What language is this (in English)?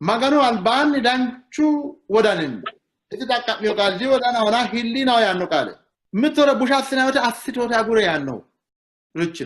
Sidamo